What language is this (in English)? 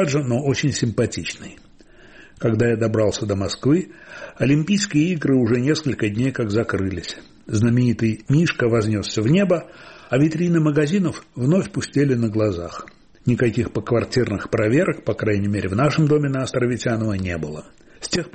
Russian